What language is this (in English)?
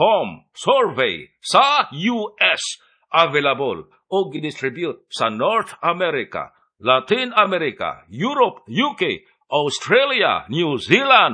Cebuano